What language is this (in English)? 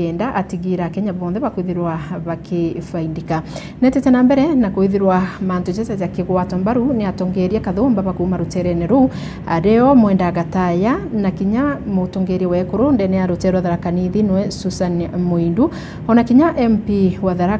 Meru